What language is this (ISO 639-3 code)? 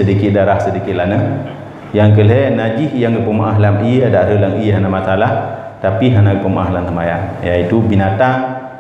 ace